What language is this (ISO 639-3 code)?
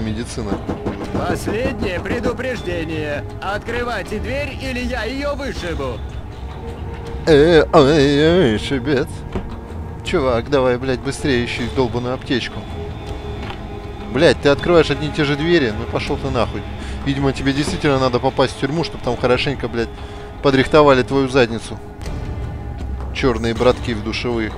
rus